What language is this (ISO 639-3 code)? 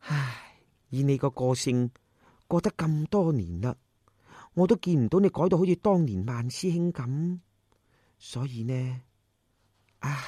yue